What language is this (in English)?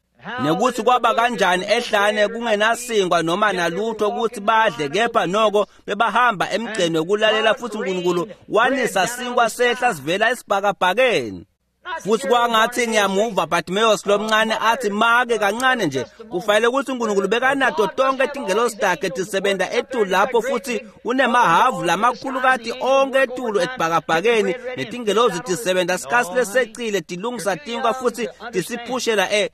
Swati